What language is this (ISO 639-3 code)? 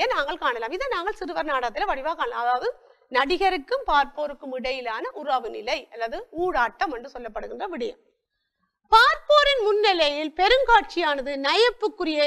tam